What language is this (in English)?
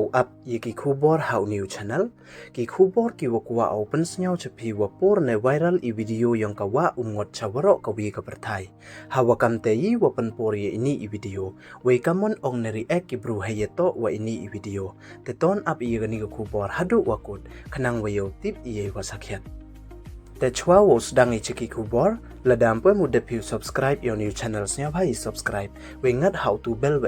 Pnar